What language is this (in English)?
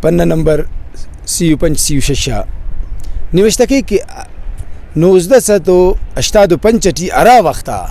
Brahui